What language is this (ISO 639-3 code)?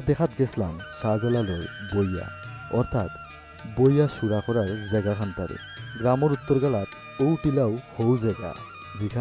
syl